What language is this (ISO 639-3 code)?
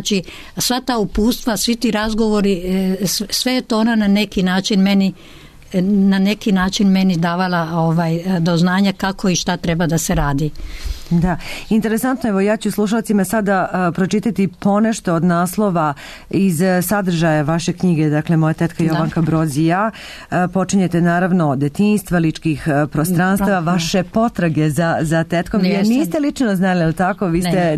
srp